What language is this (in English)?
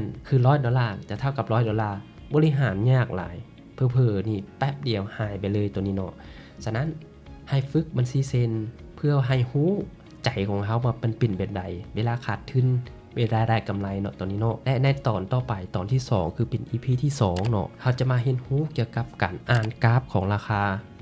Lao